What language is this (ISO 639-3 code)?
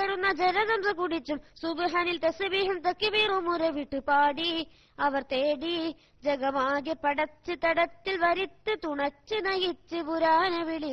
mal